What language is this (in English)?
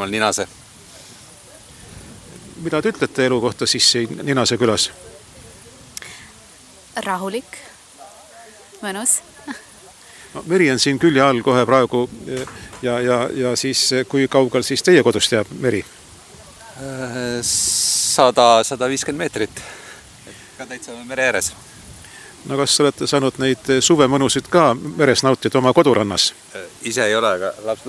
Estonian